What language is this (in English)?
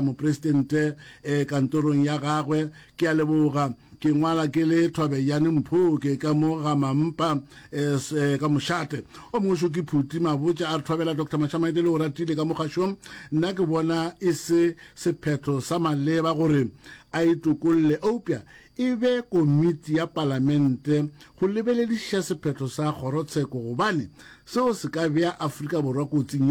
Northern Sotho